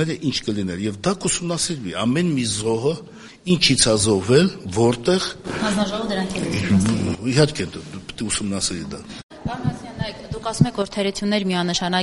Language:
Armenian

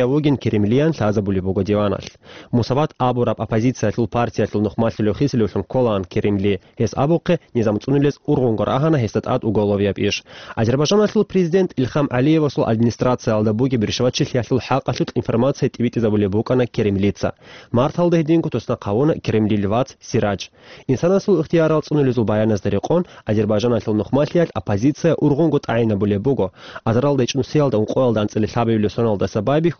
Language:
Avaric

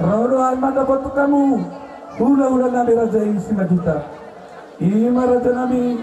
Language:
Batak Toba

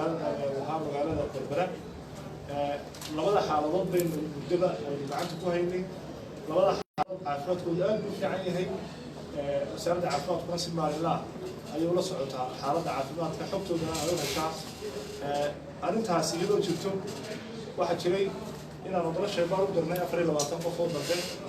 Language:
Somali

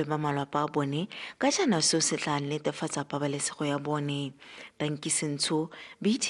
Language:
Tswana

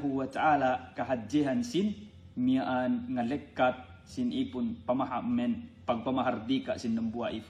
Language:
Yakan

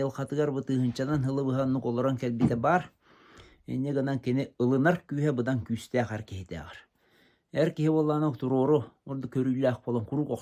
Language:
Yakut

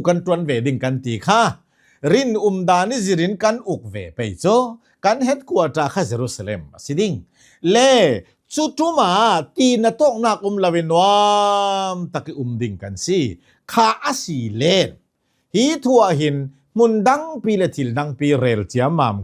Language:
Hakha Chin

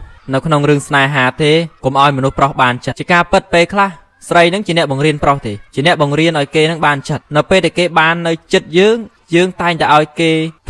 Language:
Khmer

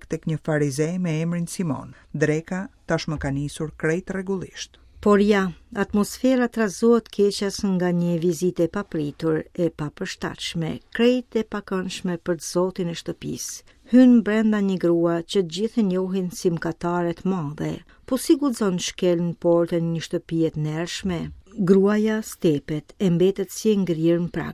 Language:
Albanian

